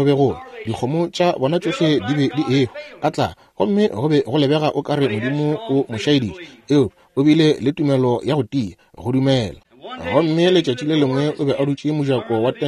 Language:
Northern Sotho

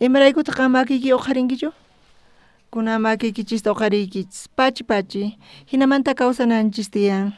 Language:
South Bolivian Quechua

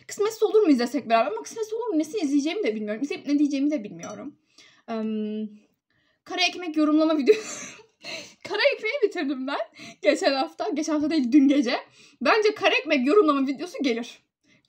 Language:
Turkish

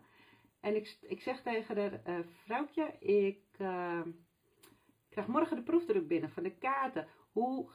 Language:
Dutch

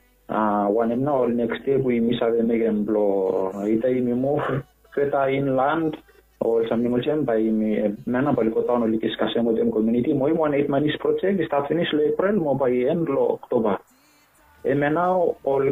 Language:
Bislama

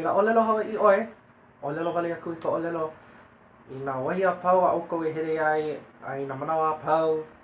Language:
Hawaiian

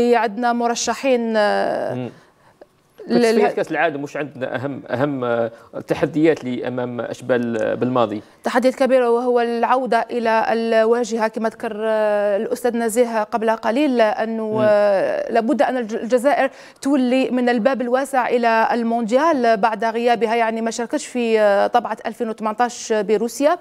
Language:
Algerian Arabic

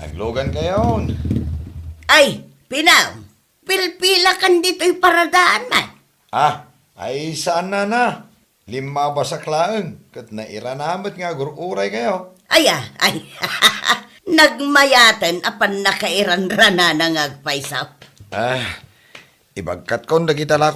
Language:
Iloko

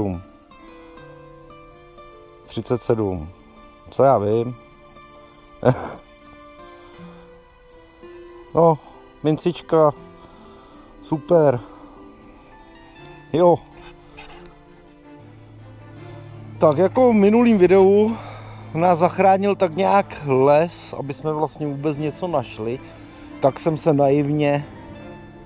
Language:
Czech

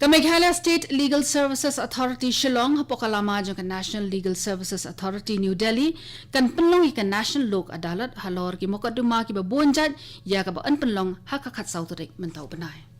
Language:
Khasi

